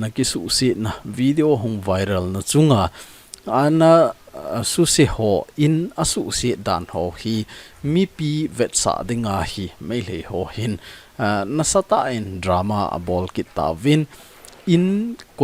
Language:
Thado Chin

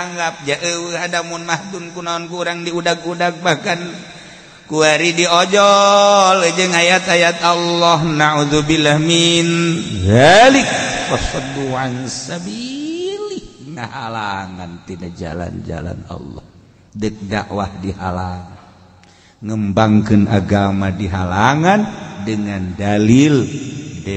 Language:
Sundanese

